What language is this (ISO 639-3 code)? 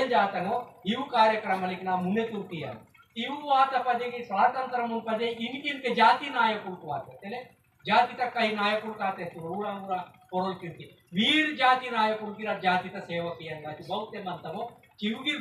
esg